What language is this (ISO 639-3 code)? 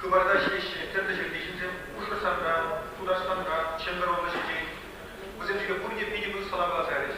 chv